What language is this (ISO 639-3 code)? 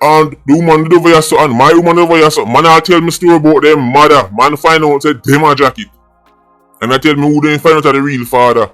jam